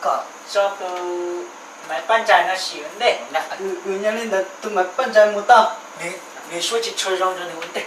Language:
Hmong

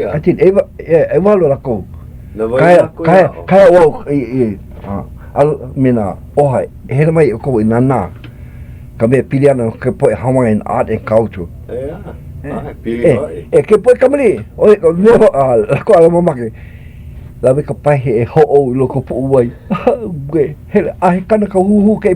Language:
Hawaiian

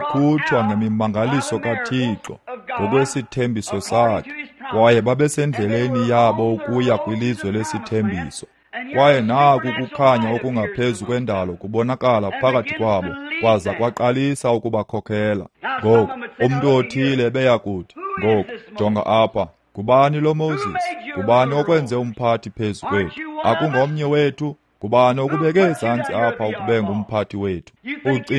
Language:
Xhosa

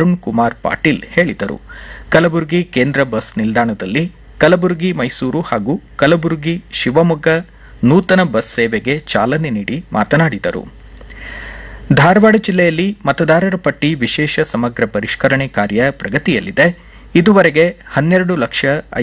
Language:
Kannada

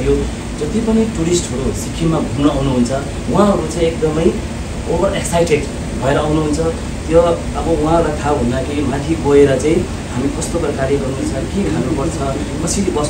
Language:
Nepali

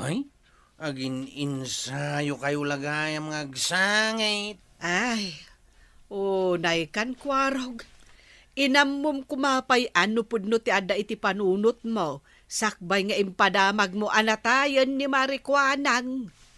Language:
Iloko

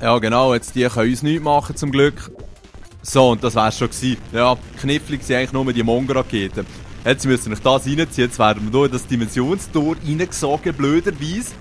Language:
Swiss German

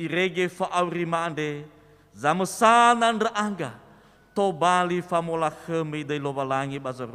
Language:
Nias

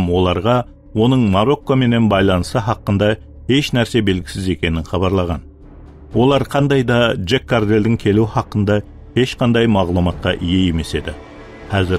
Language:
Kara-Kalpak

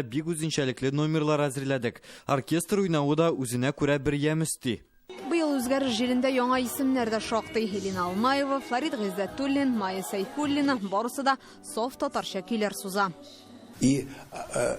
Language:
Tatar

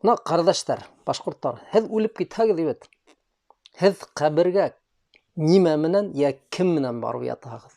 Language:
Bashkir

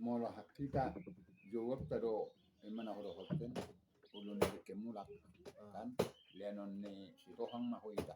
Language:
Batak Toba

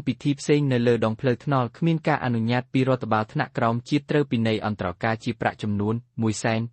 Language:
Khmer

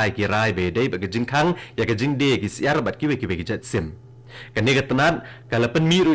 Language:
Khasi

